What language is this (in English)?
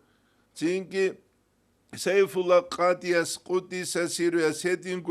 Avaric